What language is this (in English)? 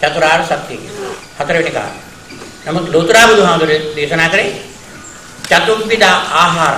Sinhala